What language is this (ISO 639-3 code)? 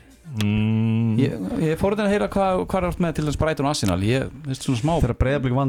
isl